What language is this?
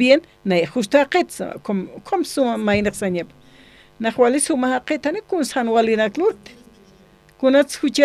Aymara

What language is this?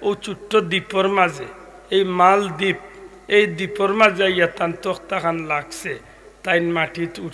Sylheti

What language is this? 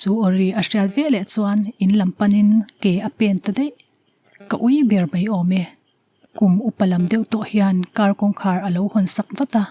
Mizo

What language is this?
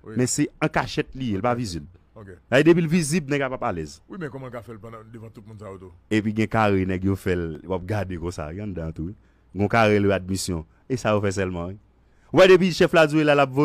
Haitian Creole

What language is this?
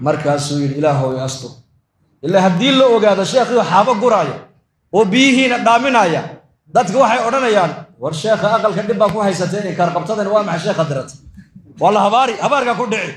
Somali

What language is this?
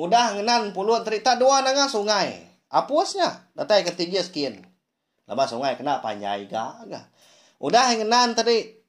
Iban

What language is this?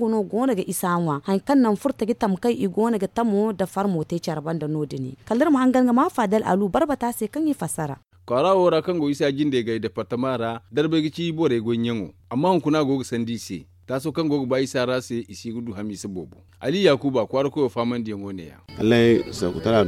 Zarma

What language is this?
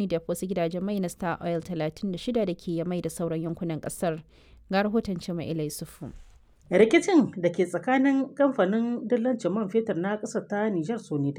Hausa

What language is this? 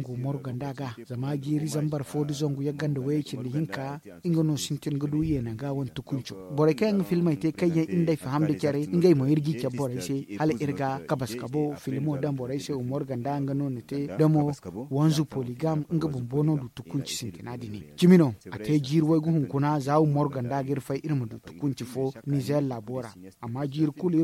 Zarma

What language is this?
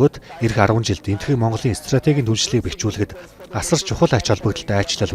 Mongolian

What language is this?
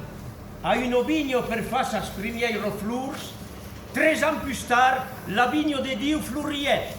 Occitan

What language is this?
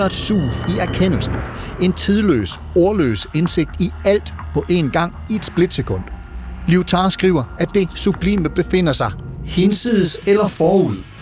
Danish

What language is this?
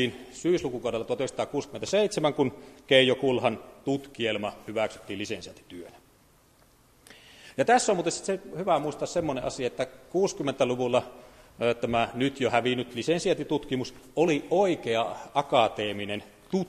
Finnish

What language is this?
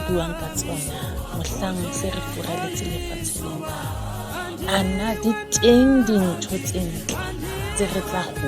Southern Sotho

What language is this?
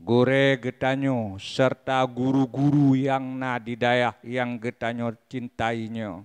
Achinese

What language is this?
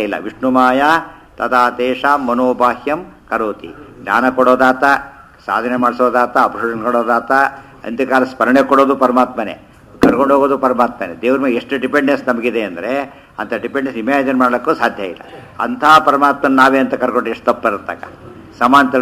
Kannada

